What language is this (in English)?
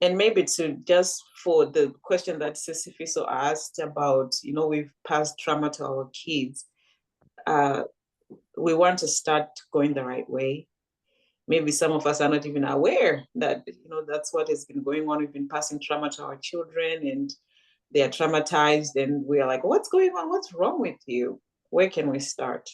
English